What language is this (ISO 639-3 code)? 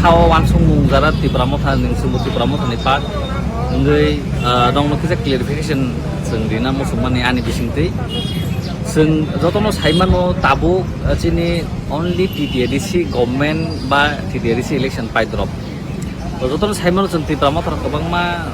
trp